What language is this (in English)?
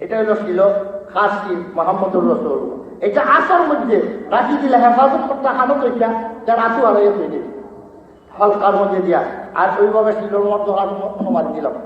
Sylheti